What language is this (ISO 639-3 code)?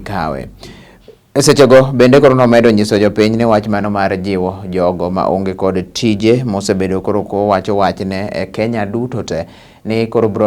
luo